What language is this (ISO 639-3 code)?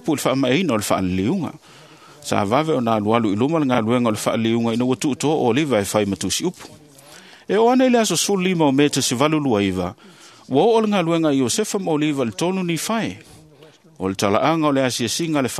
smo